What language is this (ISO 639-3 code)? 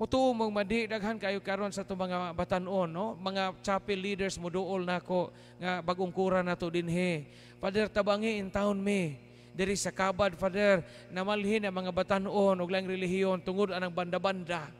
ceb